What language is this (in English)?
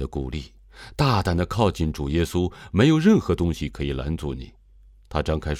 Chinese